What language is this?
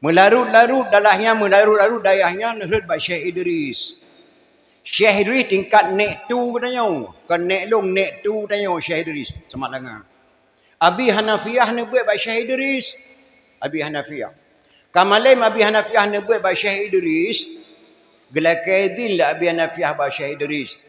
Achinese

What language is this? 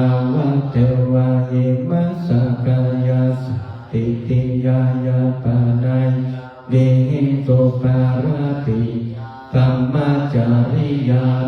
Pali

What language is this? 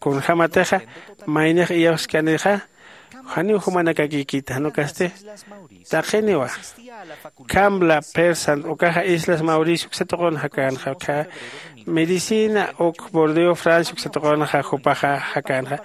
Aymara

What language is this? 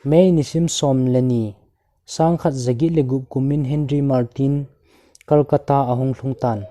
Thado Chin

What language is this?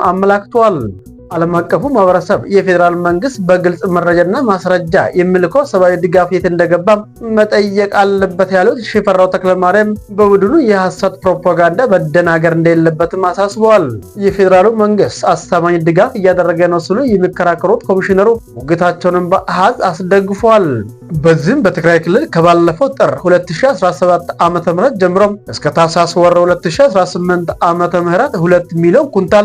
Amharic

